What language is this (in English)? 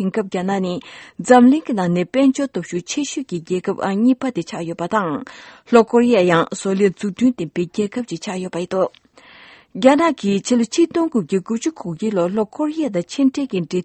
Tibetan